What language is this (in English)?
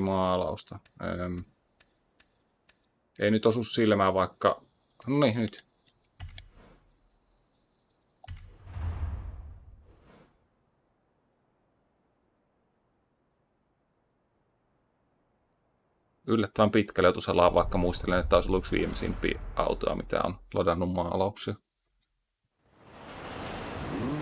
Finnish